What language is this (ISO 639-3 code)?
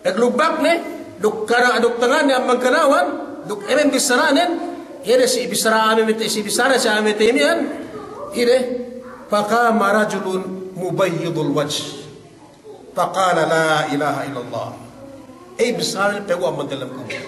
yka